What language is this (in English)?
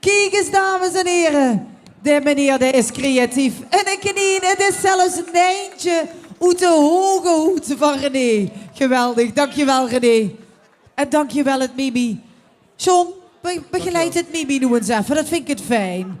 Limburgish